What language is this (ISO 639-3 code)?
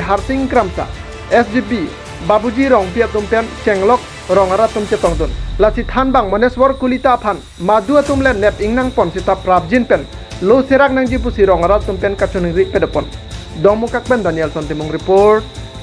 mjw